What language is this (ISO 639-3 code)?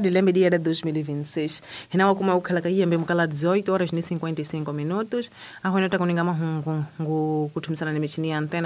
tso